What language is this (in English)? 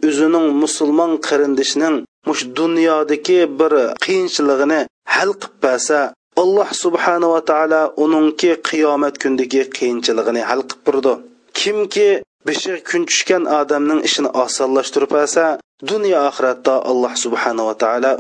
Uyghur